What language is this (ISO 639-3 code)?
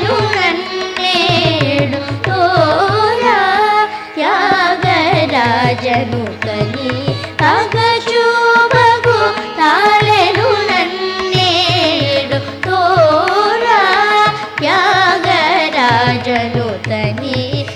tel